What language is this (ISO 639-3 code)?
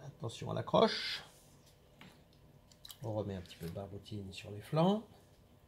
fra